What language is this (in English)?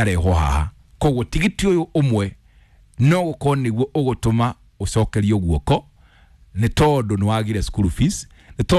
Kikuyu